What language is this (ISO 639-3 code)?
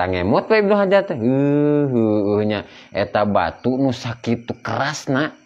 sun